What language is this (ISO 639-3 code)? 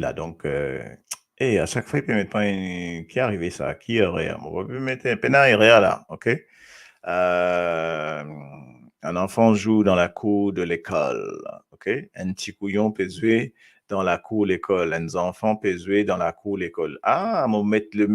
mfe